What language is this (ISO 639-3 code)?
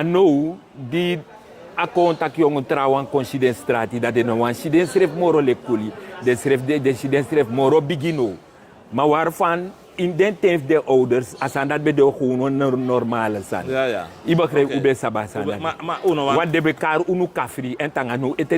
srn